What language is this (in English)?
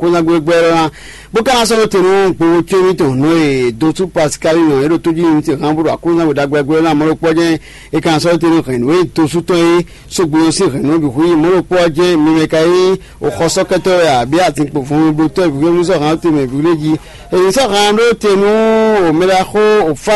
Fon